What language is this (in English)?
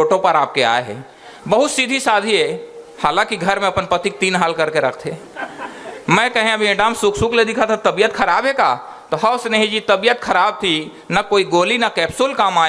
Chhattisgarhi